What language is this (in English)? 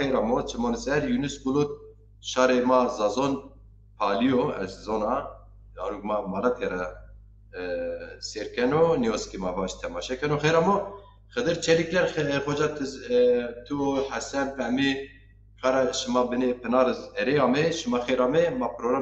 Zaza